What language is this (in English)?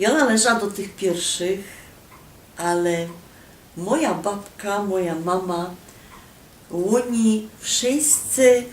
Silesian